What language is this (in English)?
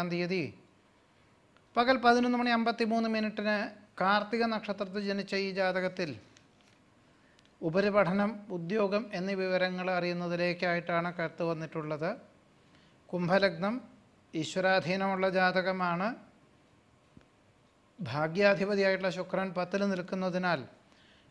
Malayalam